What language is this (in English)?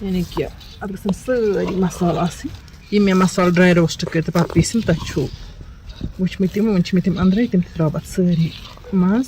Kashmiri